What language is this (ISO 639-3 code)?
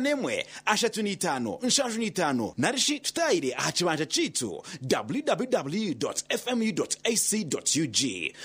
nyn